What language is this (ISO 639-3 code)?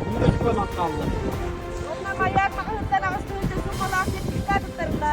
sah